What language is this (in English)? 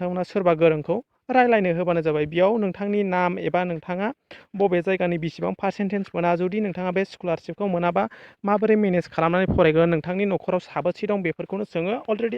Bodo